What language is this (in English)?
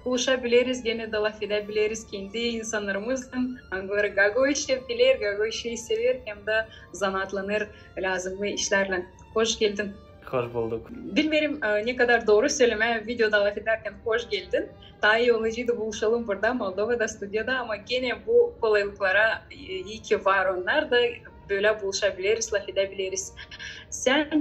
Gagauz